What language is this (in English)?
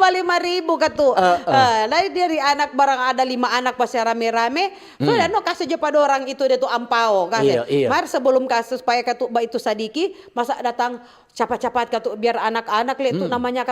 Manado Malay